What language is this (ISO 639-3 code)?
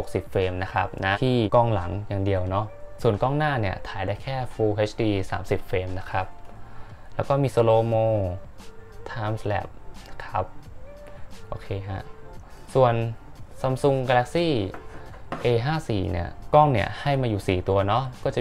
tha